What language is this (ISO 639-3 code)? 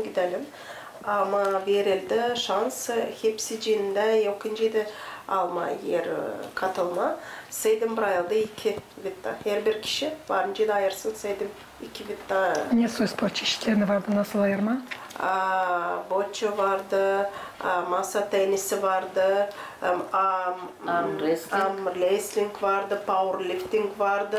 gag